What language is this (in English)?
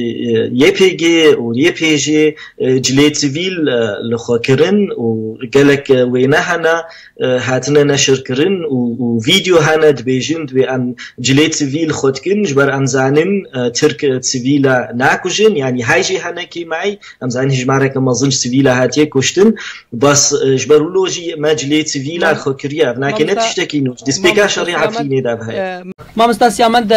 Kurdish